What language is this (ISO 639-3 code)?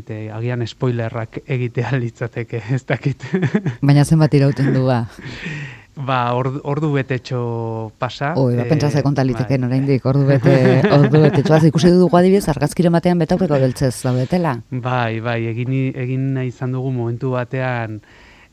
eus